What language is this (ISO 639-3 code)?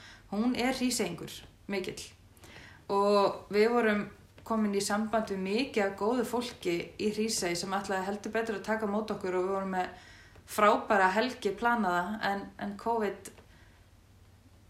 isl